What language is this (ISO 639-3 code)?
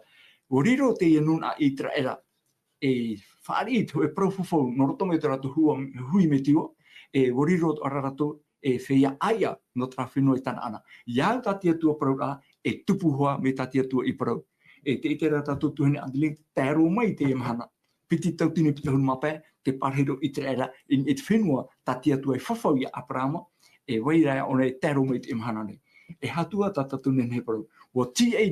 tah